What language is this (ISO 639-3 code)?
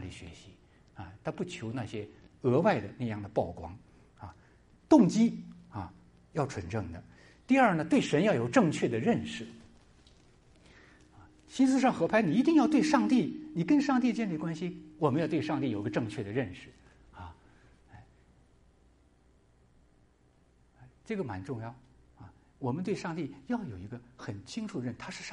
zho